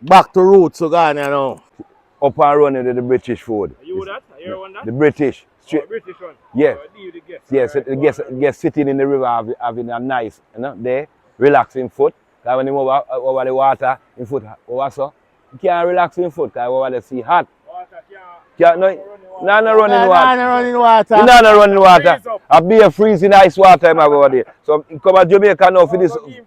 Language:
Jamaican Creole English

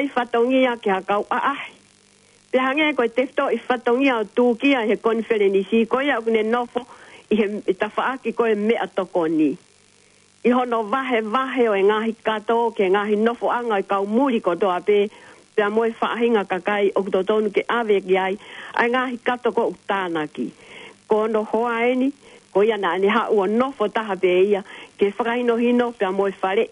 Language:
Tongan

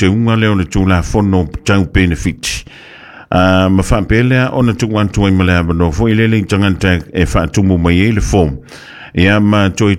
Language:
Samoan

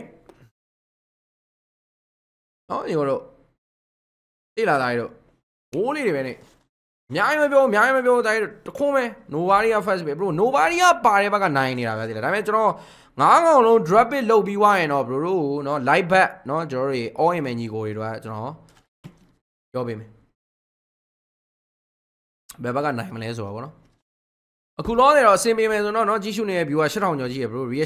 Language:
Burmese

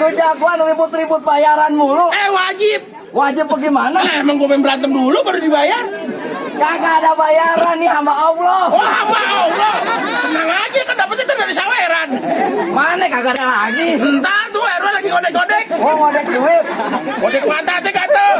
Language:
Betawi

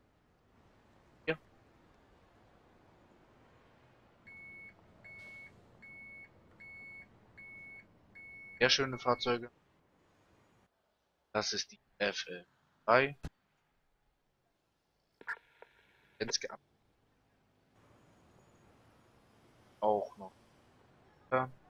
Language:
German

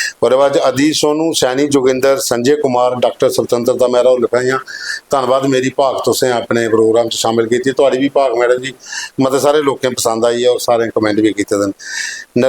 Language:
Dogri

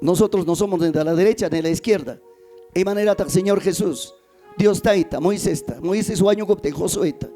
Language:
Ayacucho Quechua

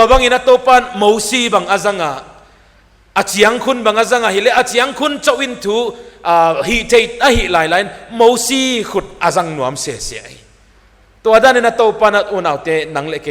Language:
Paite Chin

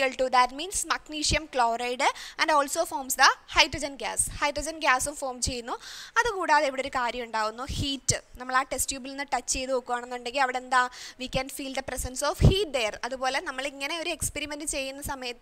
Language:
Malayalam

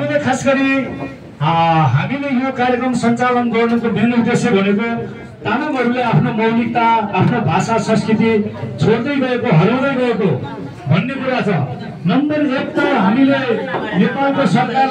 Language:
Nepali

